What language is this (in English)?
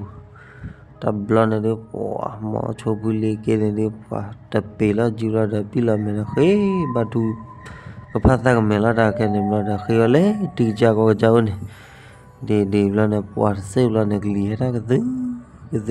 S'gaw Karen